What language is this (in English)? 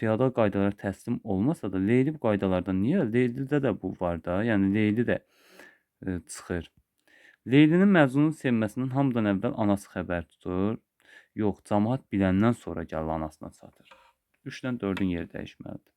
Azerbaijani